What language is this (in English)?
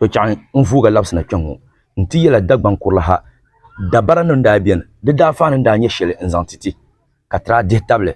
Dagbani